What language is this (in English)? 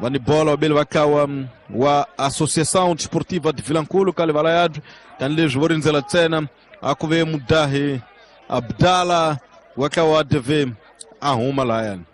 Tsonga